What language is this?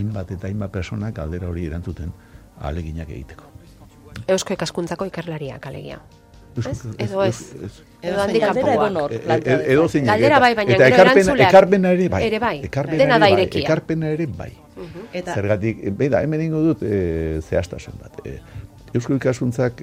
Basque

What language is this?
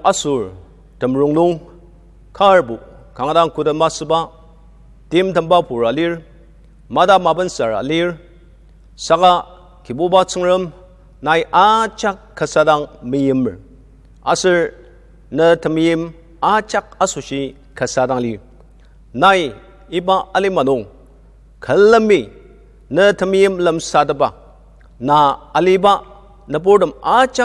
Ao Naga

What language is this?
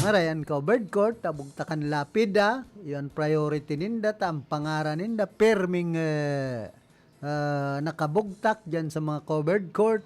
Bikol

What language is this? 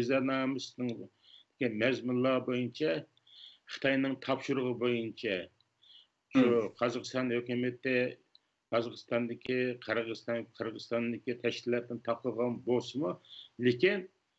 Uyghur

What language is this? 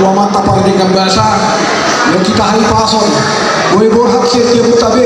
Batak Toba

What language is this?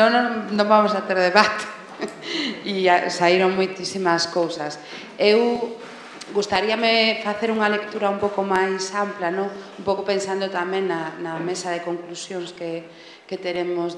Galician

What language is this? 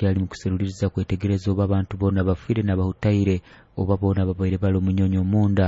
Nyoro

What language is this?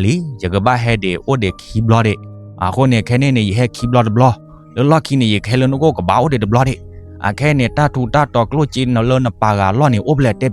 S'gaw Karen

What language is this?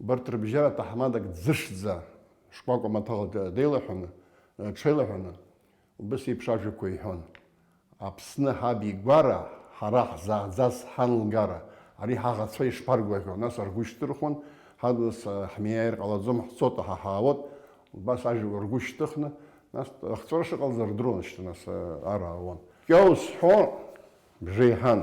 Abkhazian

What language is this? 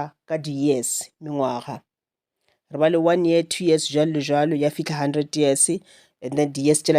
Northern Sotho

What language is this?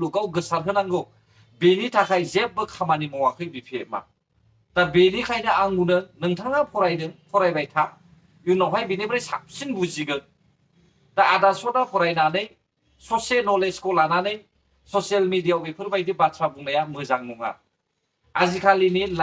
Bodo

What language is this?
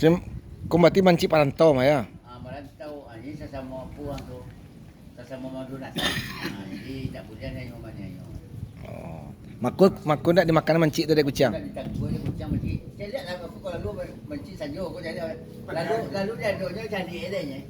Minangkabau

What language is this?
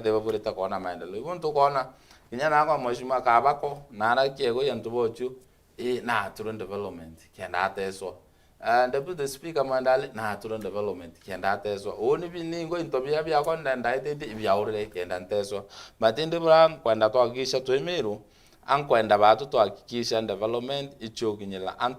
Meru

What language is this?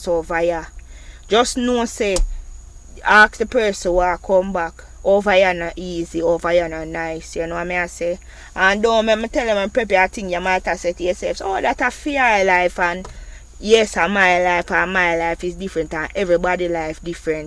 Jamaican Creole English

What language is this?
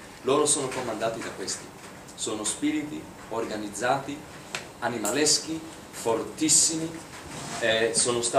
Italian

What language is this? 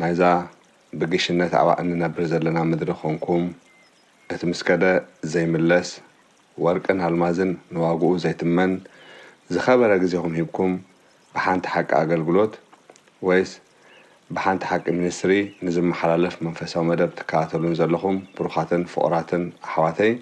Tigrinya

